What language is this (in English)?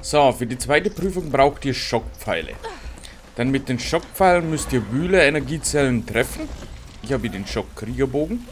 Bavarian